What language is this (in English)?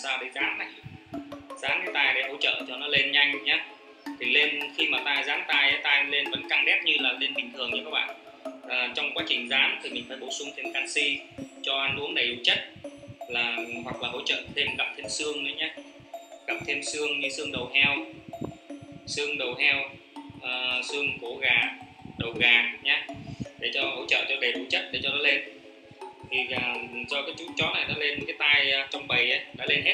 Vietnamese